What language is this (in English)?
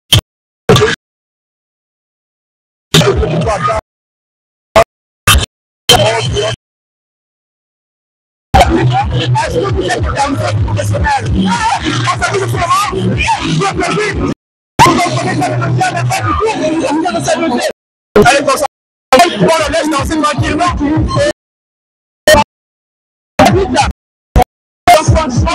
French